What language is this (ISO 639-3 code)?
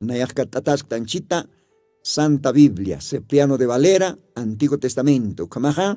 aym